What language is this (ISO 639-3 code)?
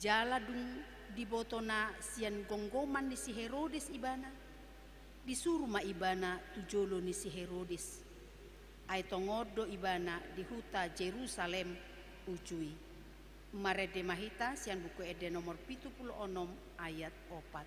bbc